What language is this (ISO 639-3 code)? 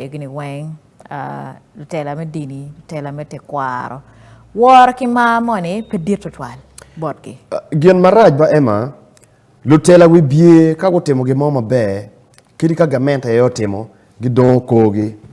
ach